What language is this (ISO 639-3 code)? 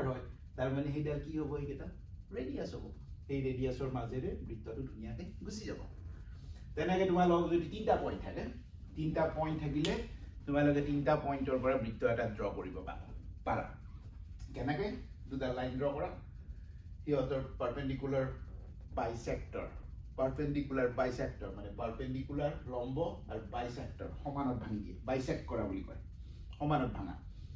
asm